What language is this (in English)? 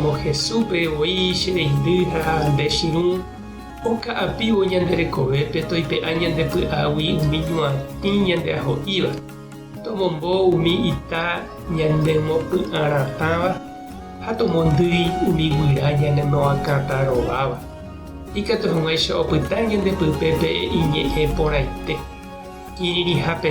Guarani